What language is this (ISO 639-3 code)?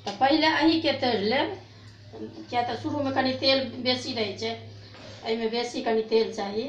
mai